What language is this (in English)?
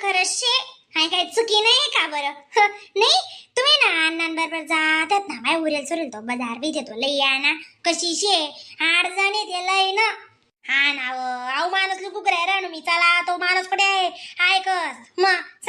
Khandesi